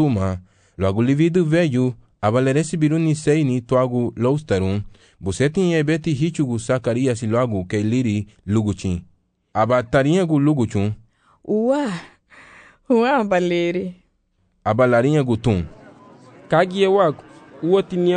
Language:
Garifuna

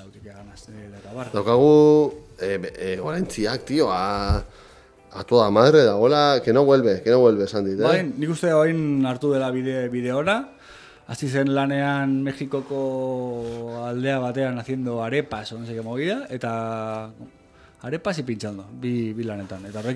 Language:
Basque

